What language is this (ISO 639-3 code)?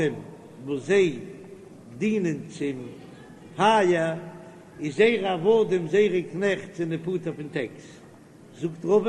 yid